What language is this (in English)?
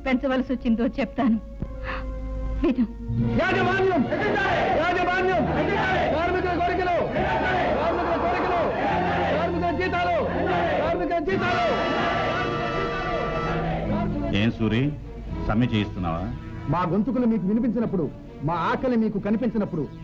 Telugu